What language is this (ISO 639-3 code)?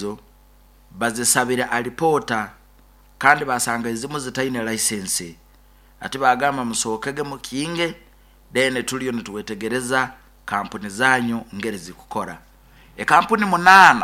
nyo